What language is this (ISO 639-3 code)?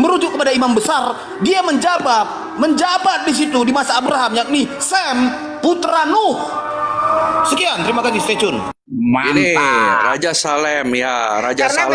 ind